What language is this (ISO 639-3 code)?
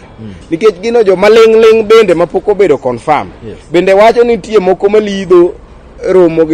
luo